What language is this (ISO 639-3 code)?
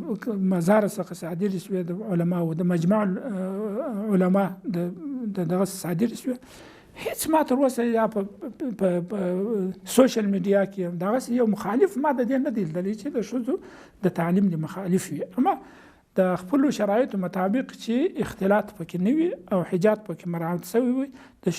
pus